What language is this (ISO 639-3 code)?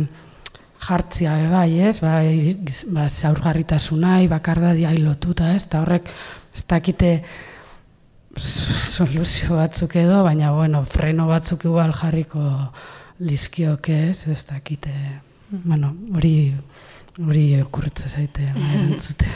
eus